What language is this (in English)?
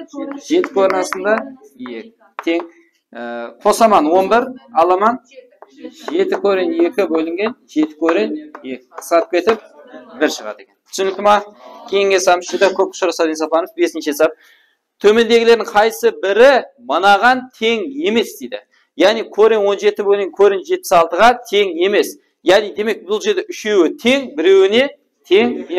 Kara-Kalpak